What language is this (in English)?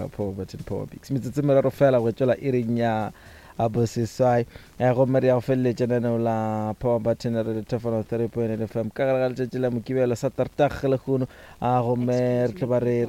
Northern Sotho